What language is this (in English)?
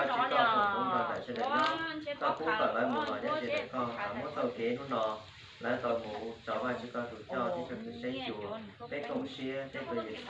Hmong